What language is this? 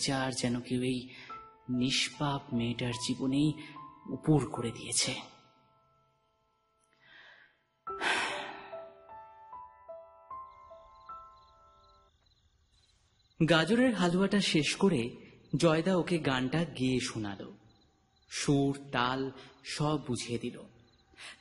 Bangla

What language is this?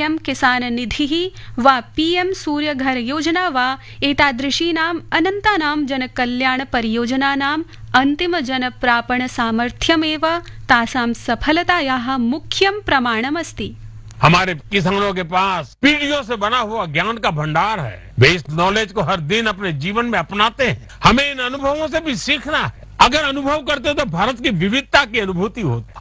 Hindi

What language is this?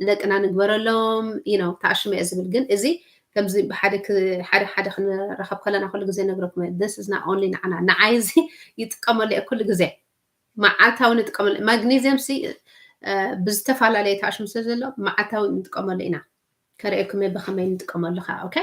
Tigrinya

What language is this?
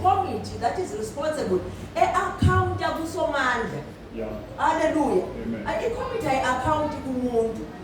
Zulu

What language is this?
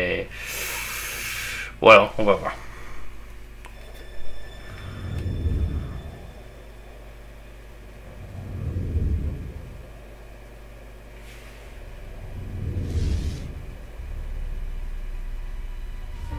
French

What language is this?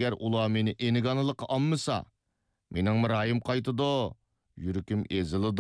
Uyghur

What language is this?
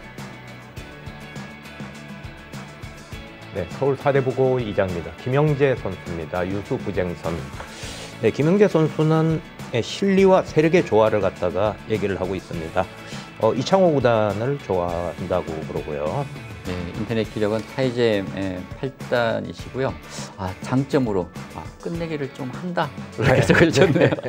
Korean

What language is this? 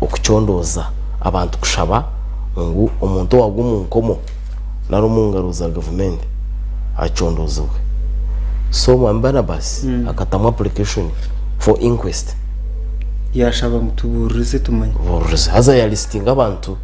Nyankole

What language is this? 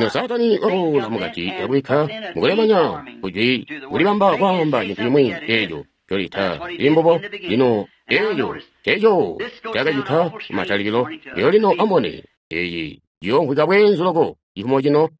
Tonga (Zambia)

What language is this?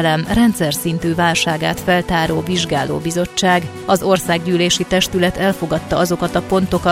Hungarian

